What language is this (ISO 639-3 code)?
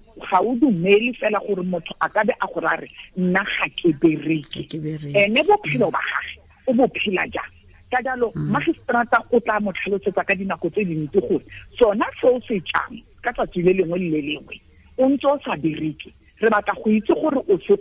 tsn